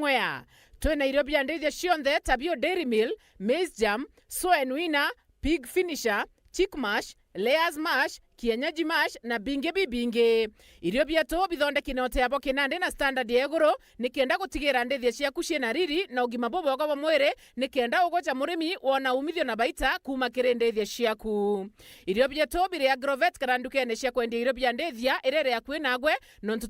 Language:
Meru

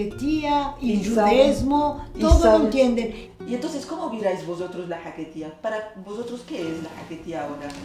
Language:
Ladino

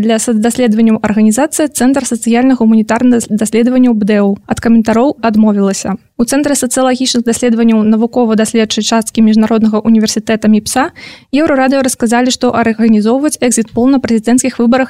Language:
Belarusian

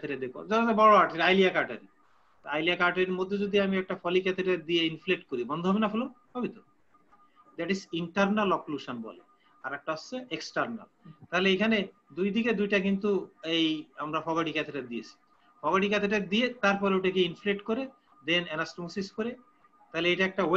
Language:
Bangla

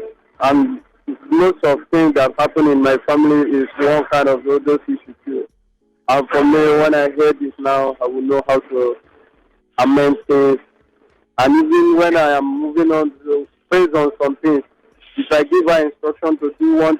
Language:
Nigerian Pidgin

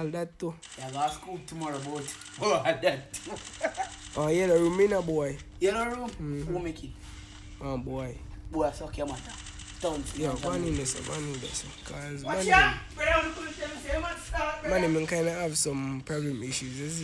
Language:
Jamaican Creole English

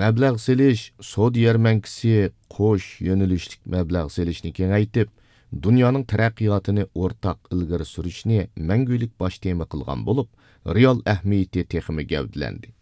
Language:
Uyghur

